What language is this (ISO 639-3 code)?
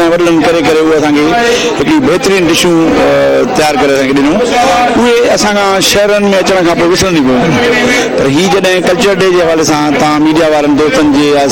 snd